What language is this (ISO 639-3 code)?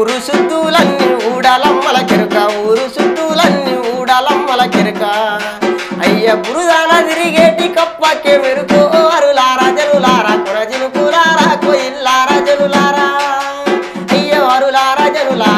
tel